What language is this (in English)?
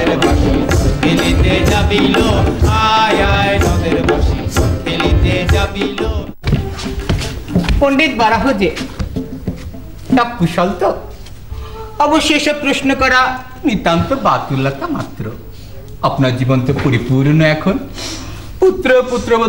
Bangla